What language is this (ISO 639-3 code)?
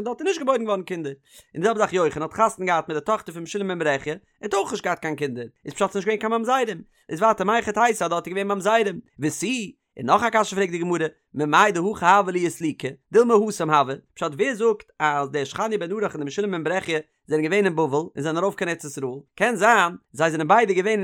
yid